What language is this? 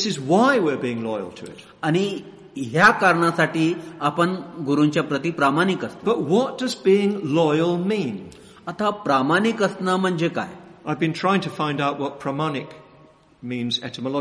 Marathi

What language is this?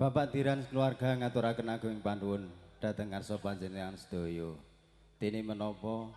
Javanese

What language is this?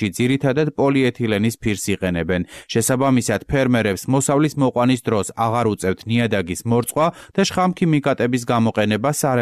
Georgian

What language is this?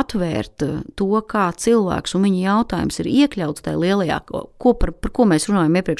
Latvian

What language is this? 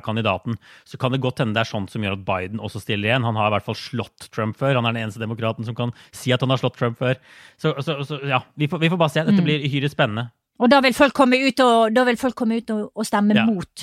Norwegian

